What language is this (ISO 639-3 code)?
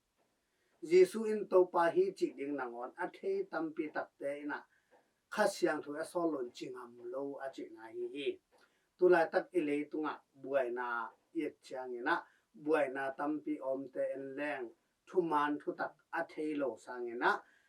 ctd